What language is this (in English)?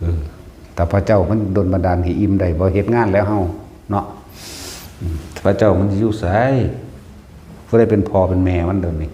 Northeastern Thai